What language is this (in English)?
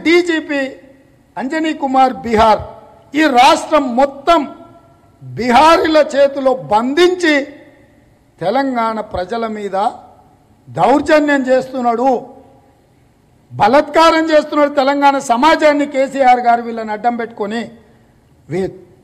Telugu